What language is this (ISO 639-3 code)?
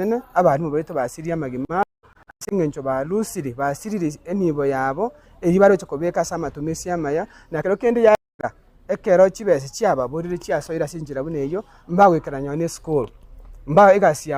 guz